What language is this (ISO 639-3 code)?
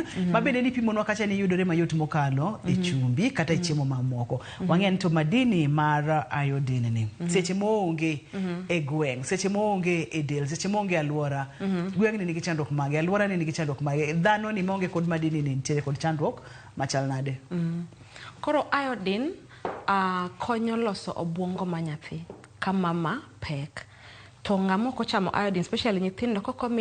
luo